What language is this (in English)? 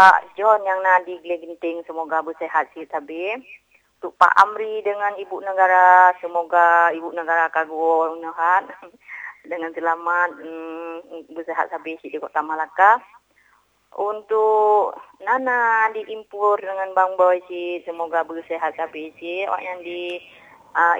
Malay